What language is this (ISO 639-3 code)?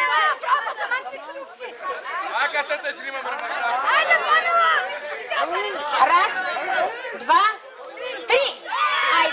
bul